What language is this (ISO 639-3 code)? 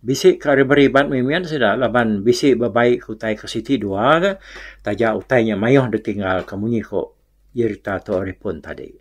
iba